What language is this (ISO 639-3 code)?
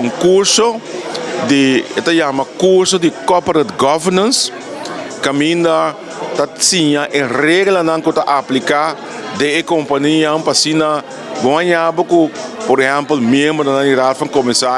pap